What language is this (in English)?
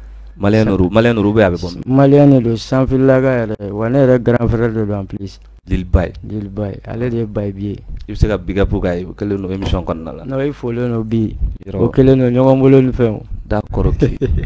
Bambara